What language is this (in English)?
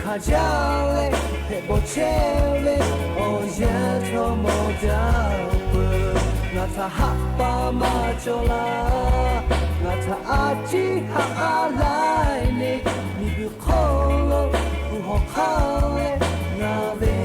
Lahu